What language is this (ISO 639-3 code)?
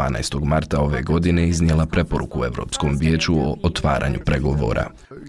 hrv